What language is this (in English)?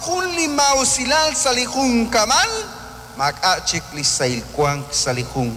Kekchí